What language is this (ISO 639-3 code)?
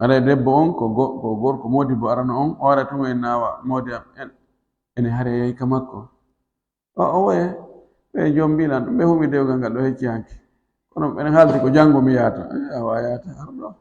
ful